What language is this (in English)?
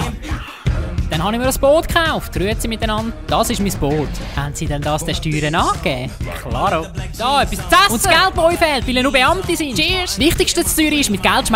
Swiss German